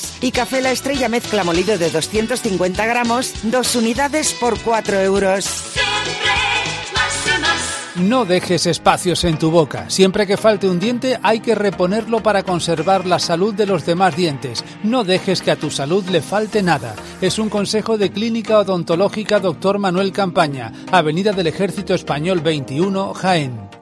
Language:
Spanish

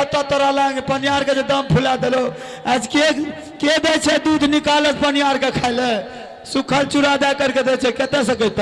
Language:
Maithili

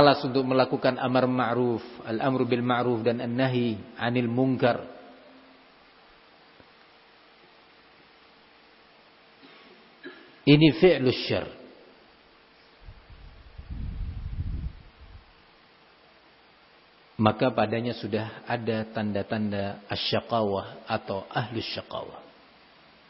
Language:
Indonesian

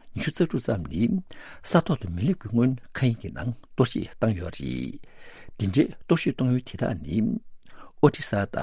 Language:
Tibetan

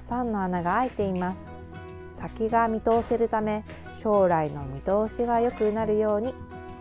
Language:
Japanese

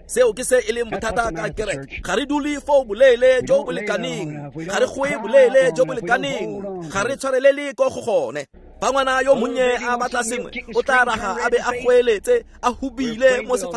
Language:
Tswana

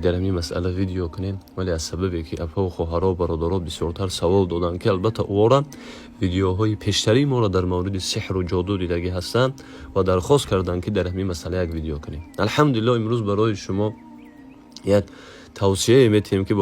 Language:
Tajik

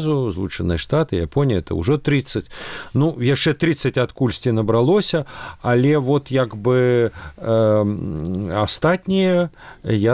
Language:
Belarusian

